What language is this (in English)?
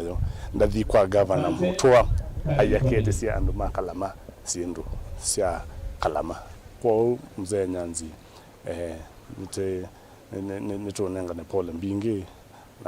Kamba